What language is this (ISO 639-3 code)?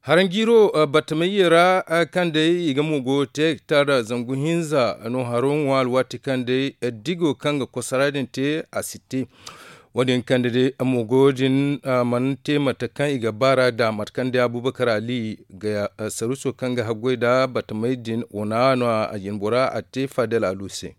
dje